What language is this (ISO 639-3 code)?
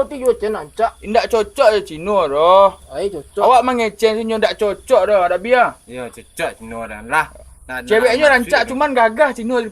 min